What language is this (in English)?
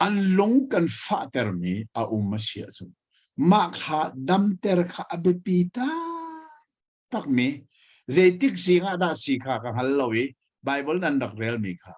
Hakha Chin